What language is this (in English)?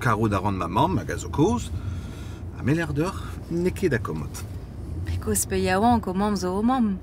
Breton